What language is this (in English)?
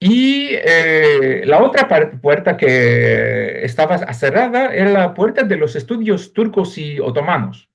Ladino